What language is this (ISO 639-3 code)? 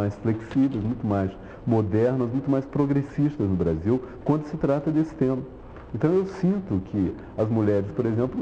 por